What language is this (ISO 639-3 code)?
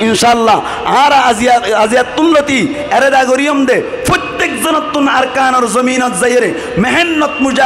rhg